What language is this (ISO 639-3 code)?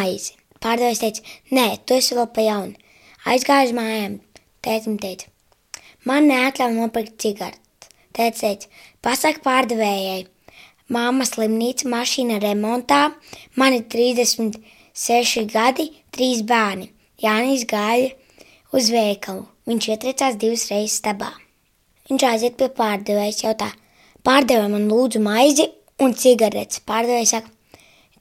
lav